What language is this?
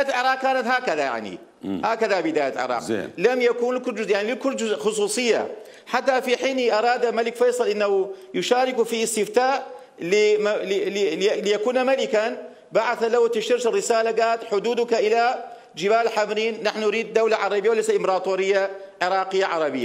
Mesopotamian Arabic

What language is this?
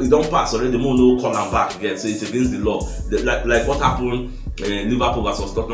Nigerian Pidgin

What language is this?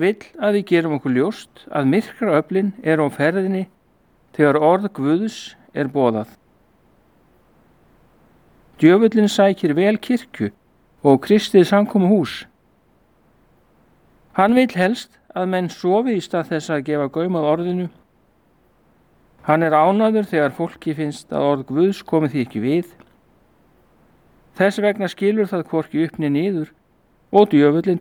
Icelandic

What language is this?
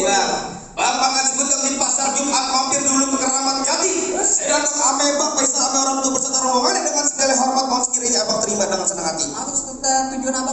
Betawi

